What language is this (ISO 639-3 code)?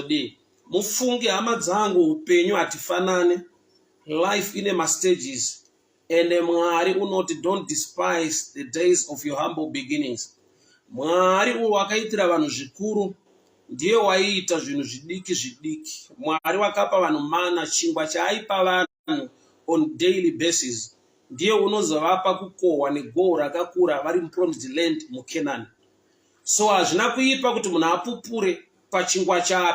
sna